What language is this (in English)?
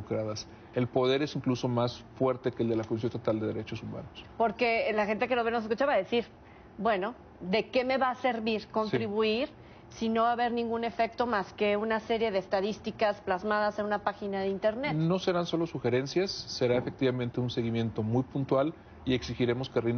Spanish